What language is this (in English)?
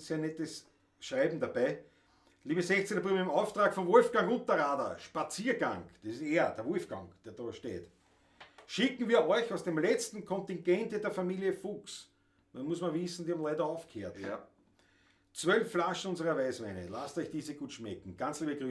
Bavarian